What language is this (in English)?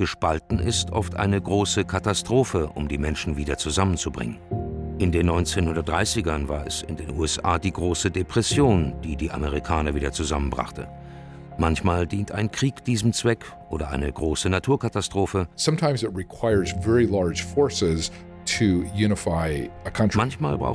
German